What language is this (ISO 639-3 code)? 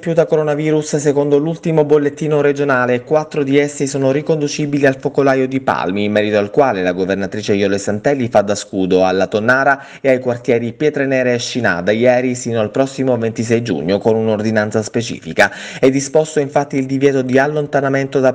ita